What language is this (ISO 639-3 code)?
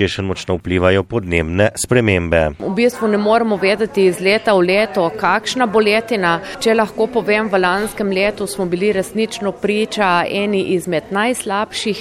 slv